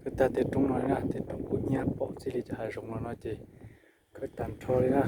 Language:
Hmong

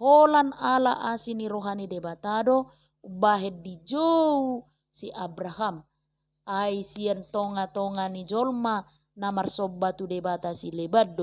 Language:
Batak Toba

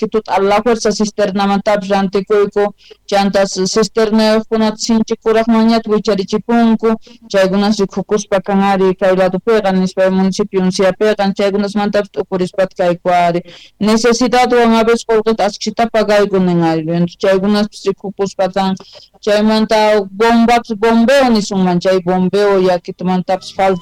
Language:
South Bolivian Quechua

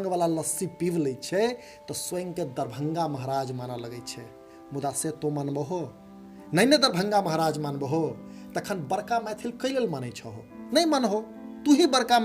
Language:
Maithili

